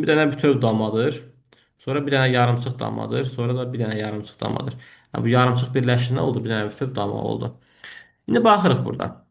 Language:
Azerbaijani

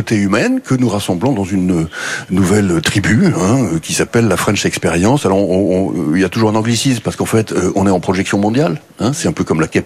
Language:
French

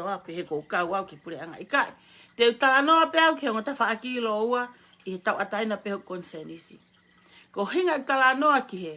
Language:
Tongan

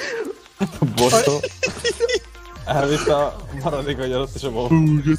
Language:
Hungarian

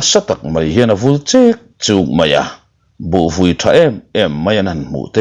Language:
Mizo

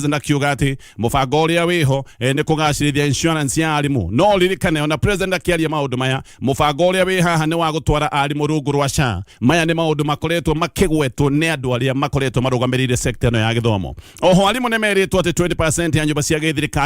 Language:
Kikuyu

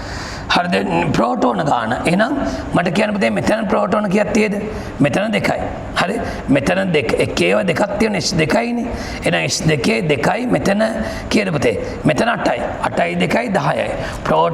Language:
Sinhala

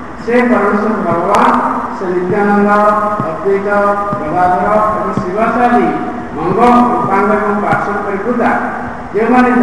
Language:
Odia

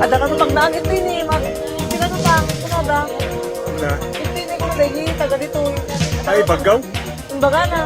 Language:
Iloko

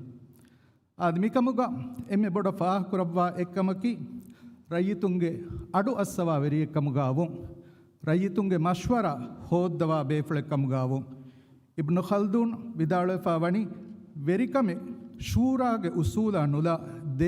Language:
Divehi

